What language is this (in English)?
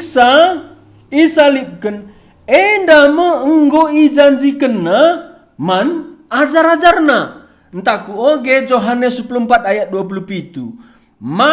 Batak Karo